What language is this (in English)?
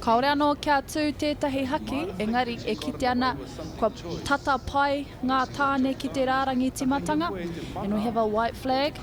Māori